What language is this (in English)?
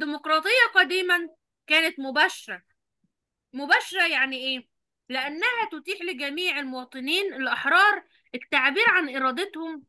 Egyptian Arabic